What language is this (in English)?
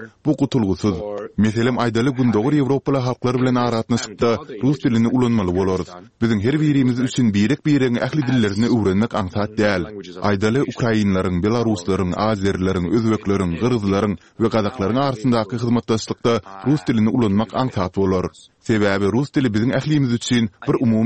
Turkmen